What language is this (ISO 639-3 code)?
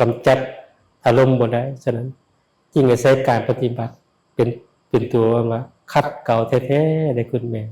lao